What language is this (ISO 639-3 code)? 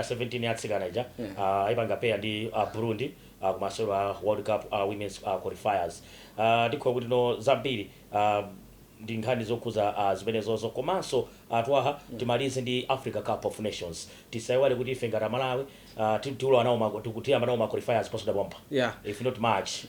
nya